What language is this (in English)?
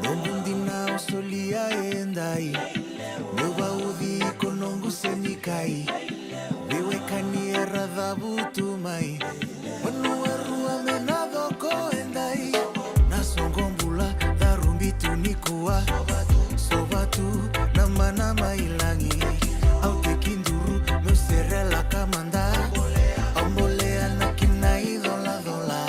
Fijian